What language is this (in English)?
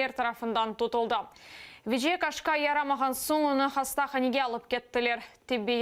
Crimean Tatar